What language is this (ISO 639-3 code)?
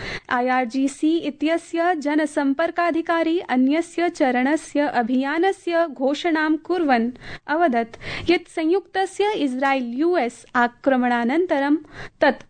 san